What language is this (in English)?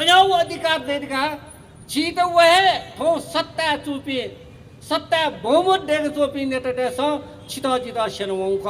Newari